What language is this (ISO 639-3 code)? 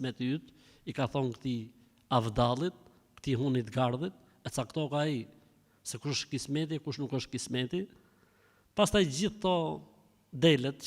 sqi